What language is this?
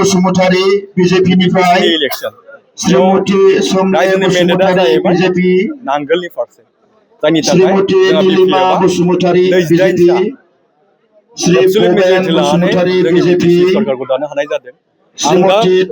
Bodo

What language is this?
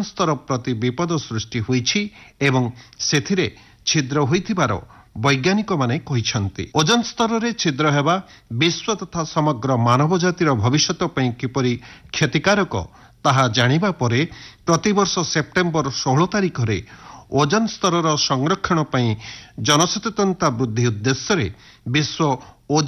Odia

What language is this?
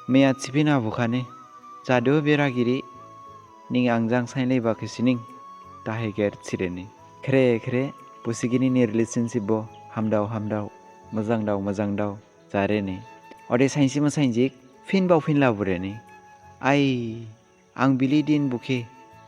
Dimasa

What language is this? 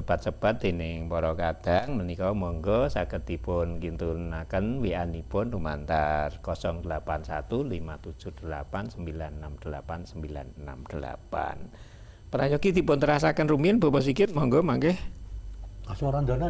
Javanese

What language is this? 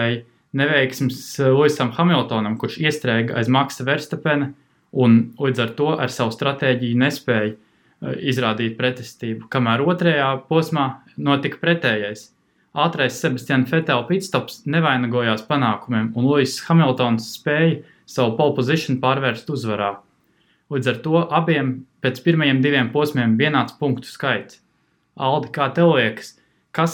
Latvian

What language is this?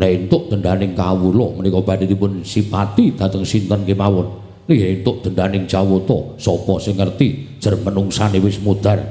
Javanese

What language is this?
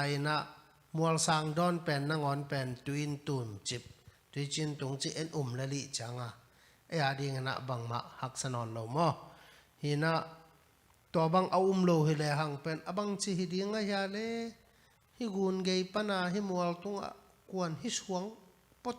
Tedim Chin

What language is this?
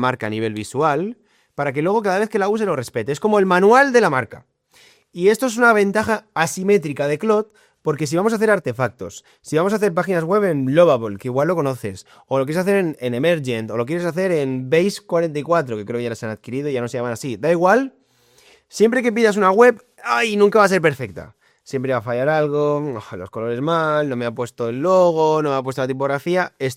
Spanish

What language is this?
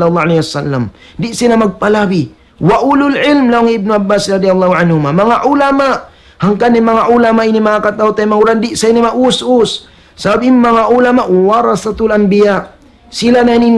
Tausug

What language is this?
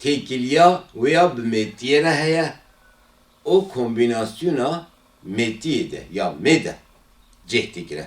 Kurdish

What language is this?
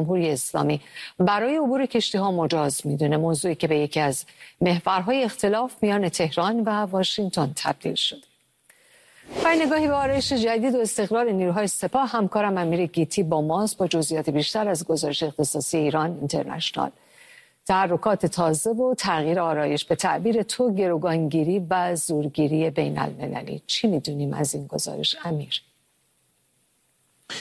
Persian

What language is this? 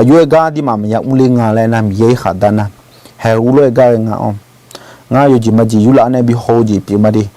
Akha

